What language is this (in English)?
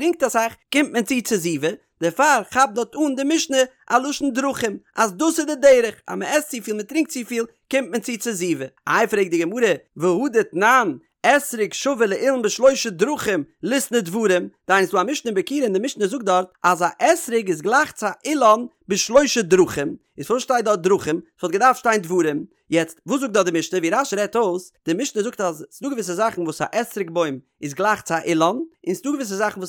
Yiddish